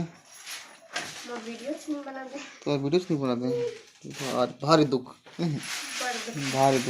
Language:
Chhattisgarhi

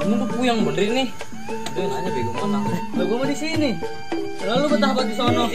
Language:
Betawi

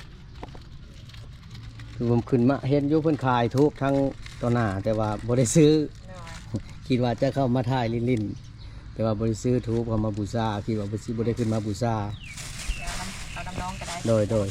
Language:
Lao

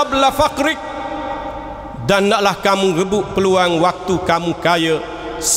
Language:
Malay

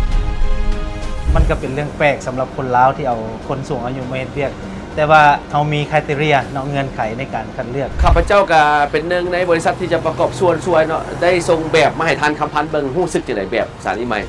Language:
Lao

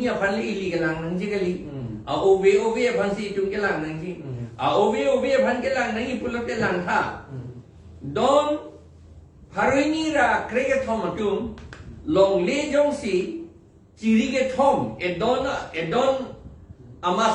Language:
Karbi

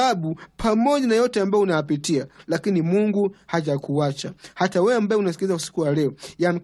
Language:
Swahili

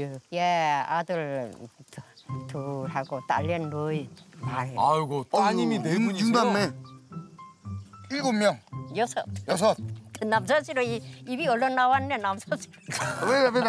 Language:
Korean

